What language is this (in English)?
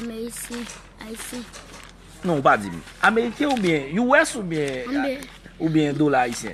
Haitian Creole